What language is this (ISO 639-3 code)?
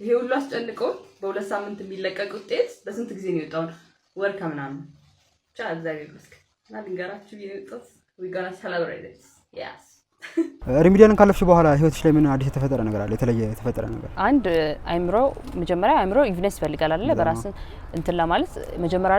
amh